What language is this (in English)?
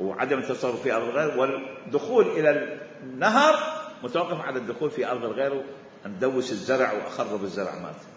Mesopotamian Arabic